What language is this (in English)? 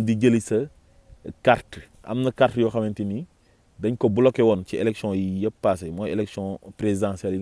Wolof